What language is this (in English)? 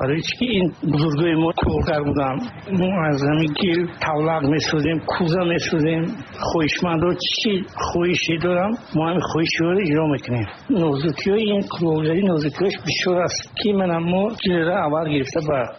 Tajik